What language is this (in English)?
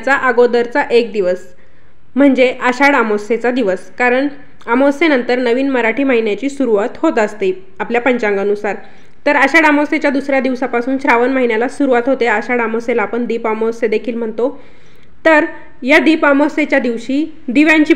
Marathi